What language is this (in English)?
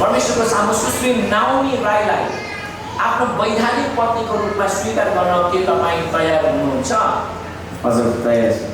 Nepali